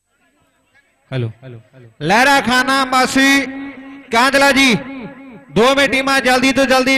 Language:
Punjabi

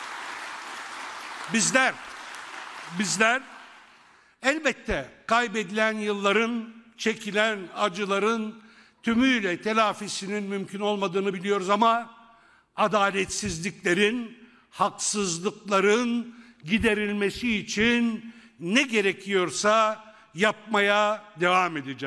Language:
Turkish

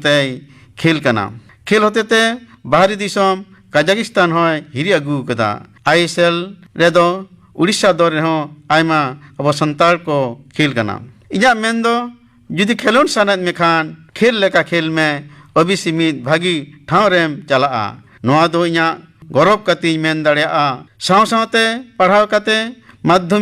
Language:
Santali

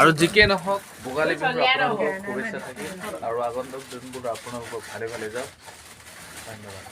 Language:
Assamese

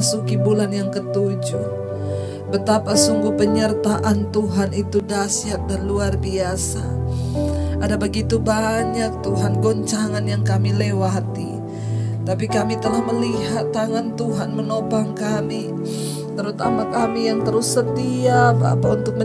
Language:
Indonesian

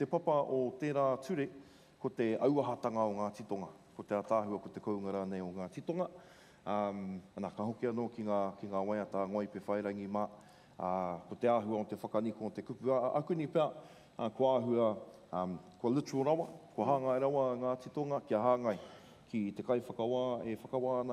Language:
Māori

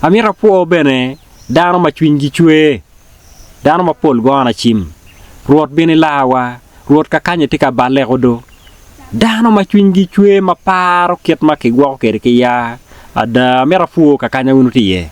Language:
Acoli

